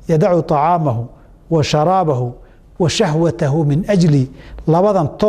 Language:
Somali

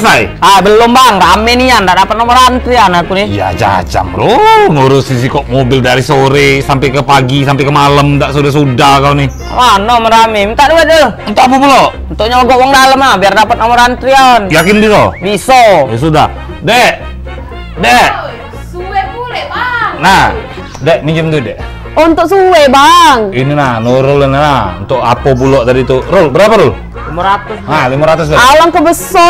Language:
Musi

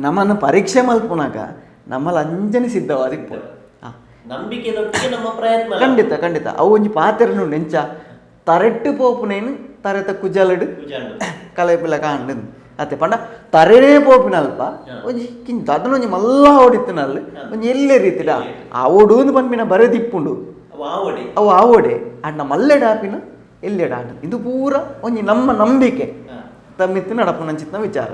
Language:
Tulu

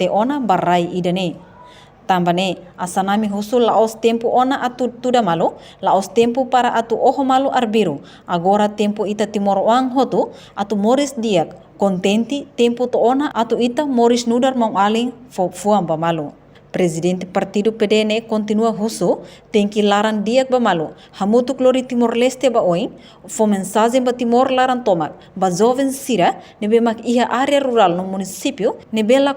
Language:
Tetum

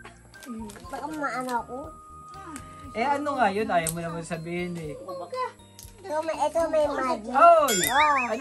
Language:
Filipino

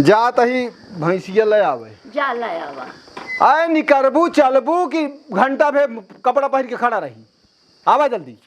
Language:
Awadhi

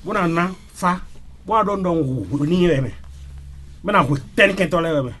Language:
Fon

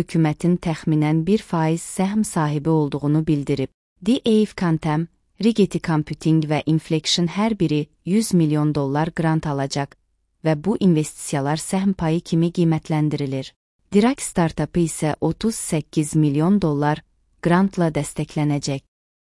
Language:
Azerbaijani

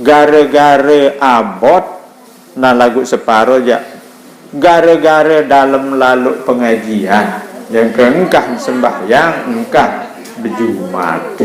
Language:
Sasak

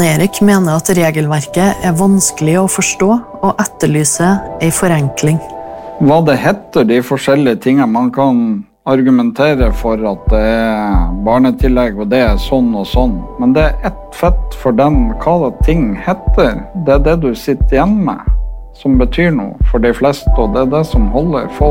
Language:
Norwegian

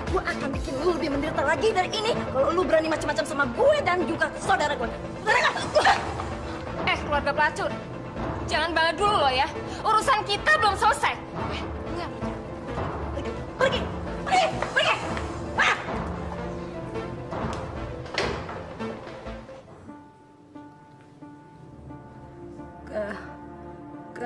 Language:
Indonesian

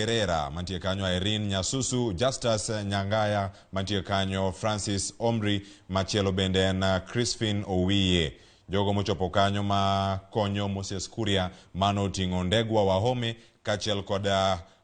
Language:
Luo (Kenya and Tanzania)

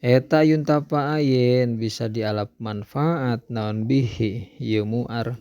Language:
Sundanese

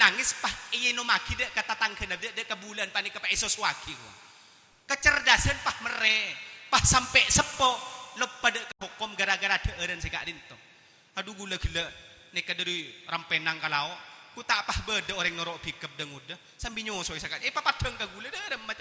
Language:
Madurese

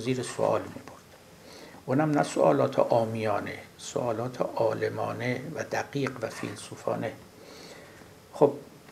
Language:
Persian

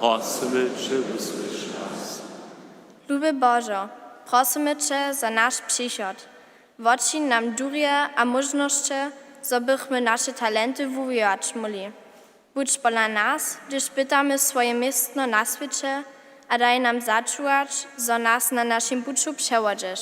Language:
Upper Sorbian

